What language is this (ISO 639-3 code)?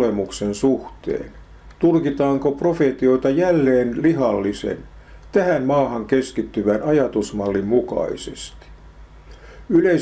fin